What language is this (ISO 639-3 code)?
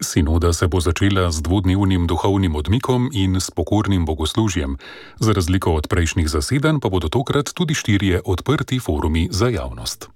slv